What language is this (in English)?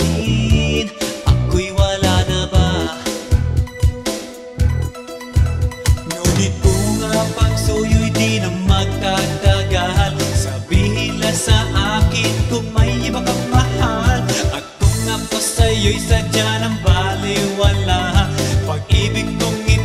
Filipino